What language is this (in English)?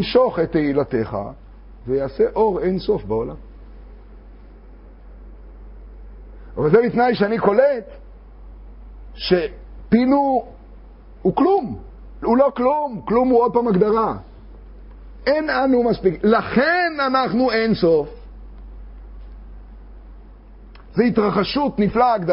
Hebrew